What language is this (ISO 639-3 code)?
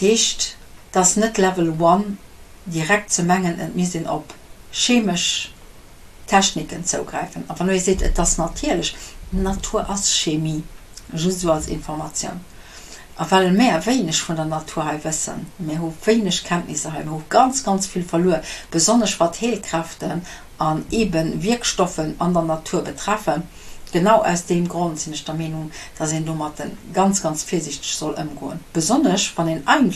ltz